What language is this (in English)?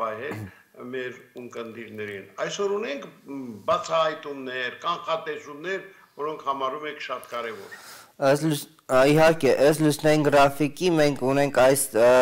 Armenian